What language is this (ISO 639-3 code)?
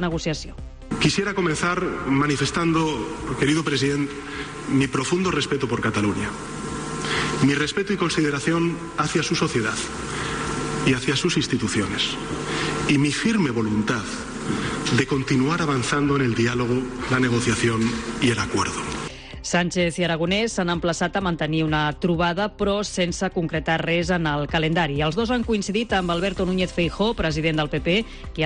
cat